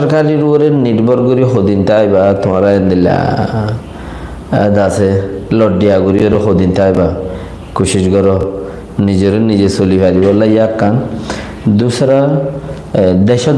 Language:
Rohingya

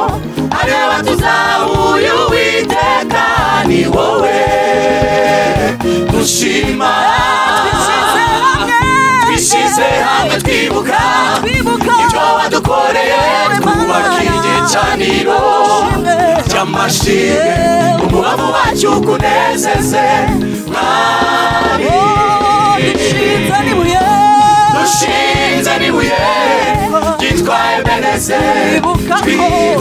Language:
Kinyarwanda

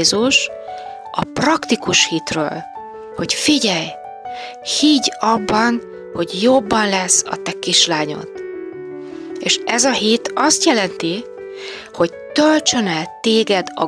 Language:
Hungarian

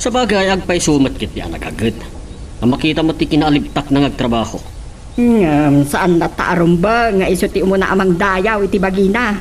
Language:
Iloko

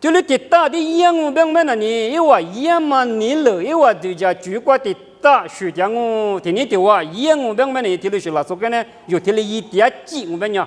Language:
Lisu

